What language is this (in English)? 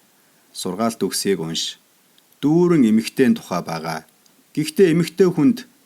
Mongolian